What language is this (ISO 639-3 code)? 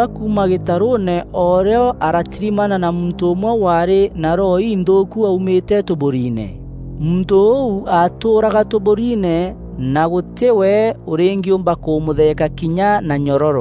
mer